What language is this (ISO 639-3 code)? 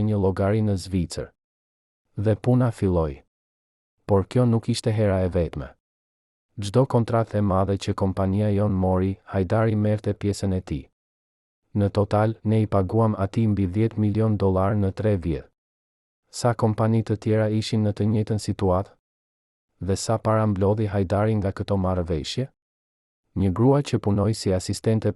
sqi